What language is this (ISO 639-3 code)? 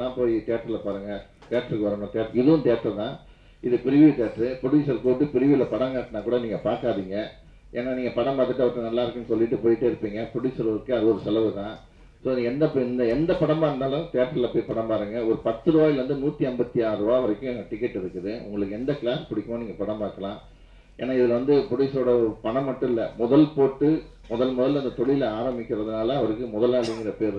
tam